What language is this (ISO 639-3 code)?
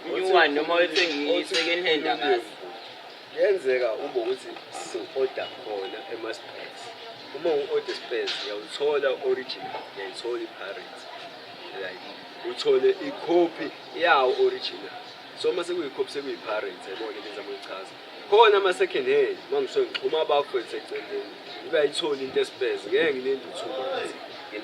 zul